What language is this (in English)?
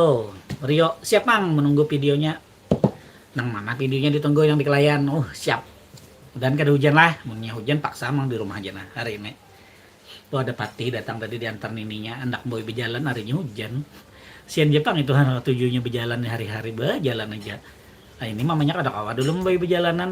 Banjar